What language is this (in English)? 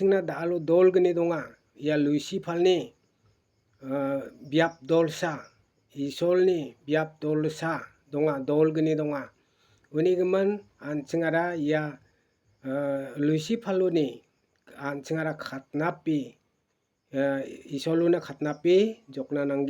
Garo